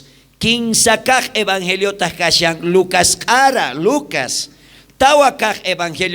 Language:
South Bolivian Quechua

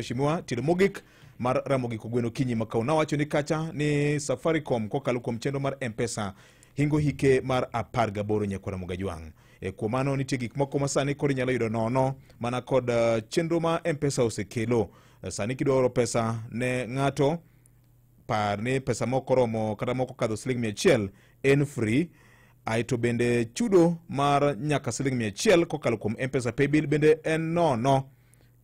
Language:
Luo (Kenya and Tanzania)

